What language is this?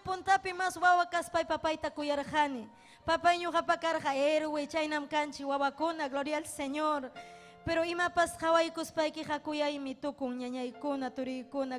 Ayacucho Quechua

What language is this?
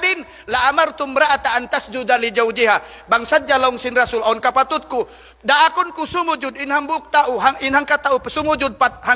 Tausug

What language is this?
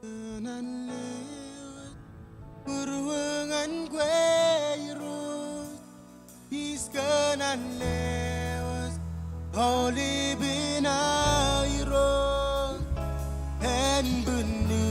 Marshallese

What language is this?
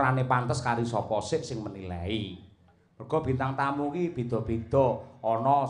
Javanese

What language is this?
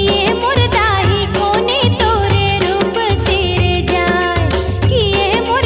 Chhattisgarhi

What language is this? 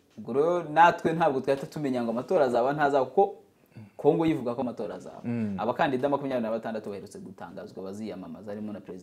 Kinyarwanda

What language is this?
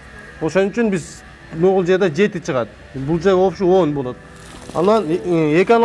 Kyrgyz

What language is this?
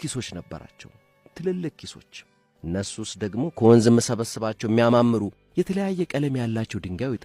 Amharic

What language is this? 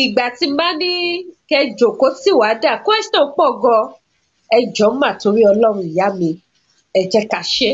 Yoruba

